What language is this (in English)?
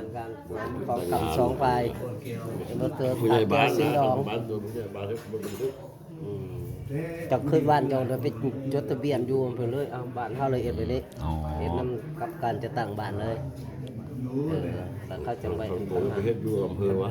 Lao